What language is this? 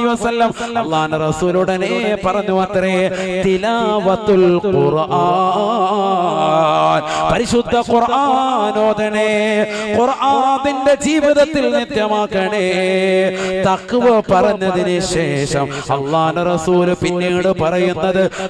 Malayalam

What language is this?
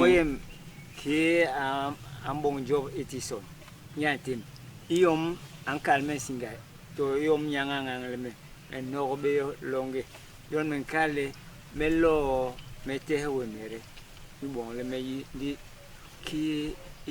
Basaa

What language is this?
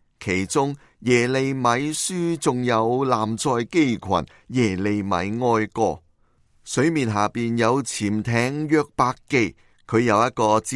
Cantonese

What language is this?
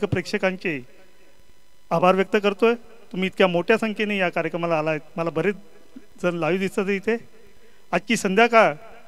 Marathi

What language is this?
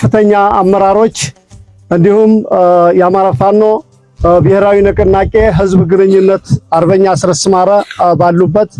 Amharic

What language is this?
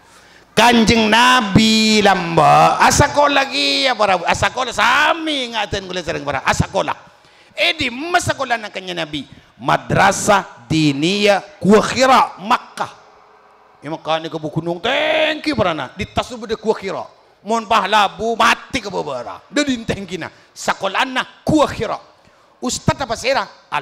Madurese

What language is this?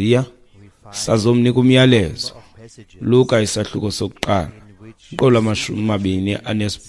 Xhosa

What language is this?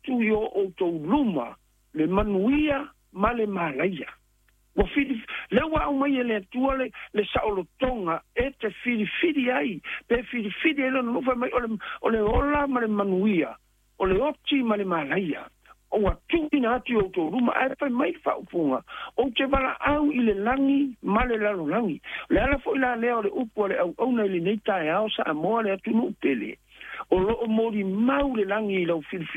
Samoan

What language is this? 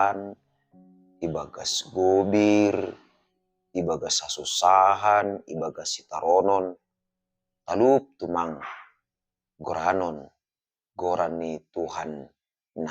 Batak Simalungun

